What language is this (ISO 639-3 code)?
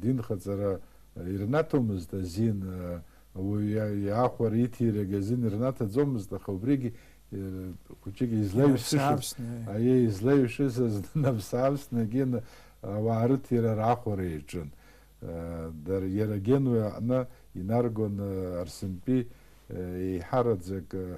abk